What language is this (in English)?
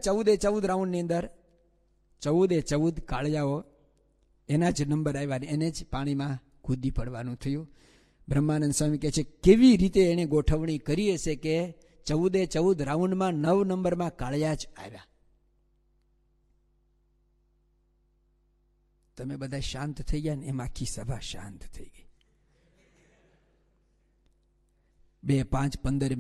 Gujarati